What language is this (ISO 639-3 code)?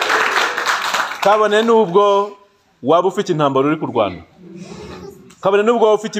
kin